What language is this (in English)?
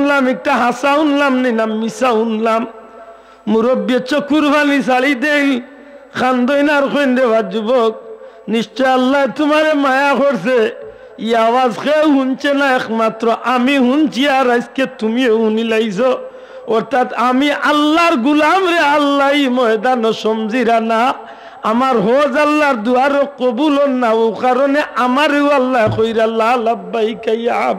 Sylheti